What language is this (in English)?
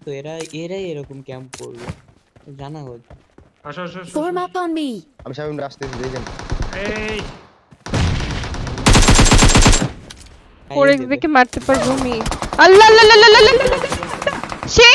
Bangla